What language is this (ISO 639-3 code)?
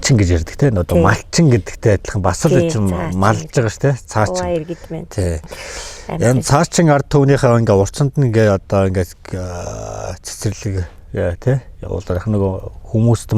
mon